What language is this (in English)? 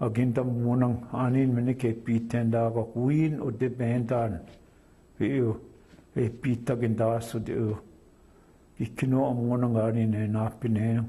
Chippewa